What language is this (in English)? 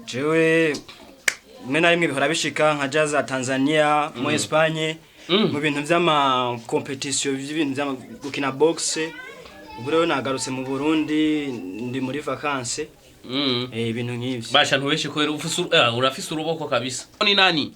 Rundi